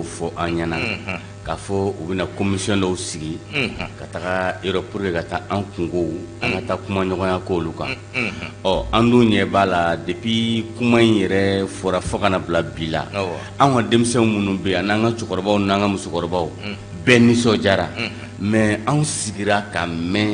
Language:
Bambara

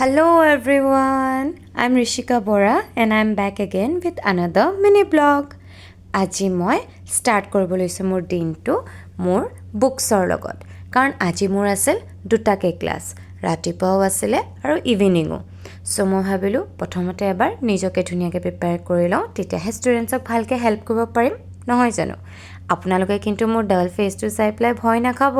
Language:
Assamese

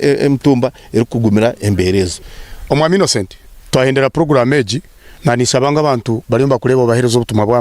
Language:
Nyankole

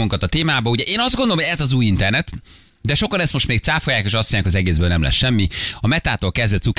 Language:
Hungarian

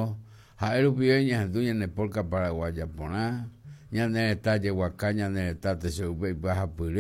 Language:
Guarani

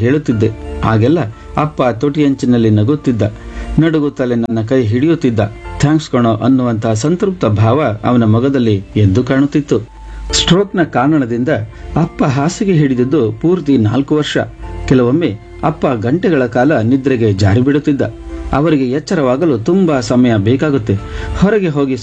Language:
Kannada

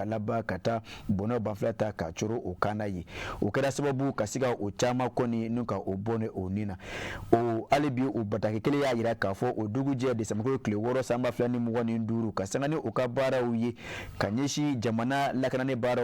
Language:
Bambara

